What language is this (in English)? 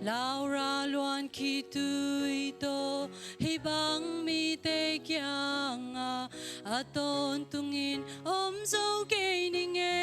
Tedim Chin